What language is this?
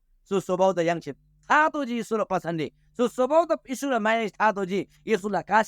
Eastern Tamang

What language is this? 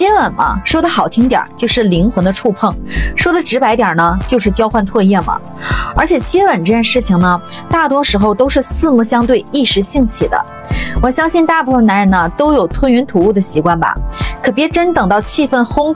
Chinese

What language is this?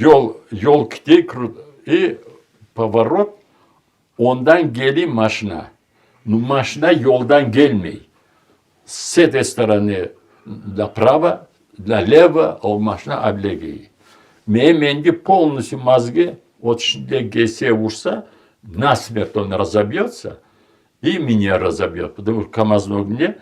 Crimean Tatar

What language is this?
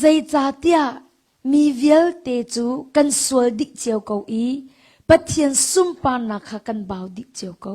Hakha Chin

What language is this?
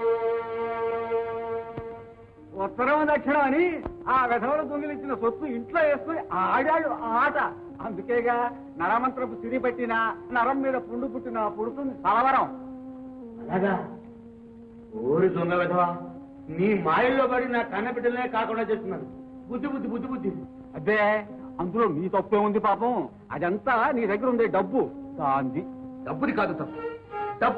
Telugu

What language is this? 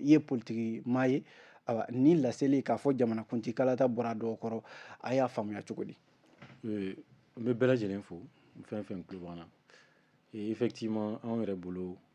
Bambara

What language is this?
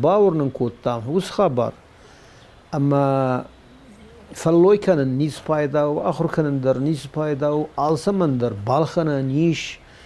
Ossetic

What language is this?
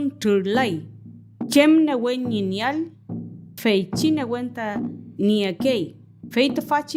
Mapuche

